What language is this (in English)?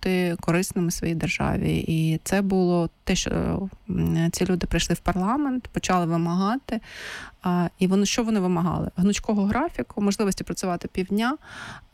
Ukrainian